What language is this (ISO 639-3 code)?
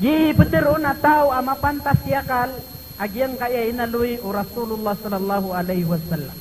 mrw